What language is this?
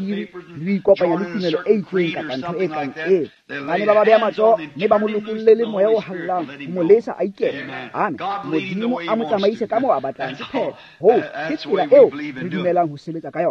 Tswana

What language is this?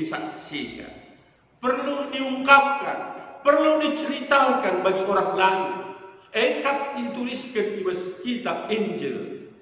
Batak Karo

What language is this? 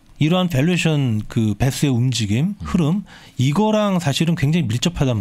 Korean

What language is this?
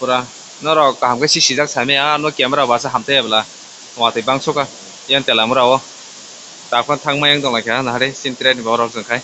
Kok Borok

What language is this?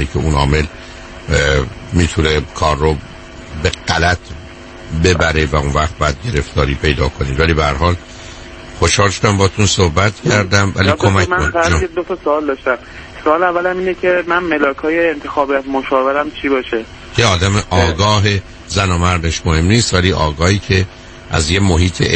Persian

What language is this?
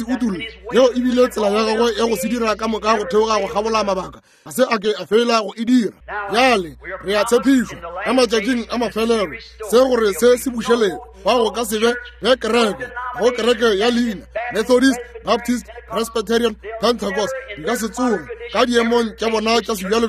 Northern Sotho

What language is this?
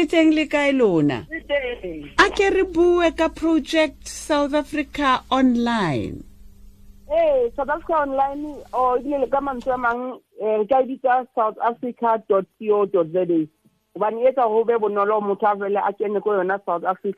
Southern Sotho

